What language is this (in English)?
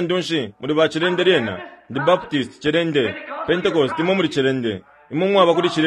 Bemba